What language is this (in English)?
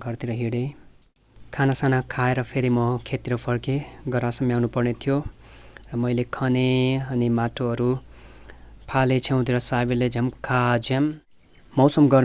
Nepali